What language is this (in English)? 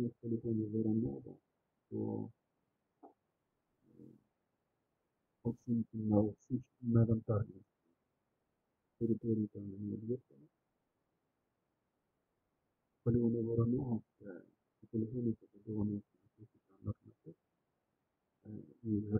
Ukrainian